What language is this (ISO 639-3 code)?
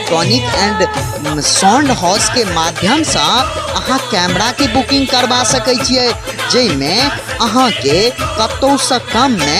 mai